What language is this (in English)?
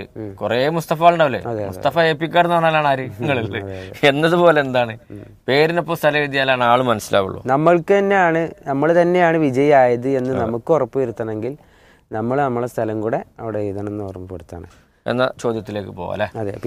Malayalam